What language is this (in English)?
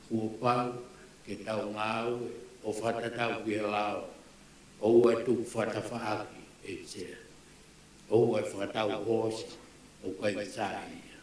Tongan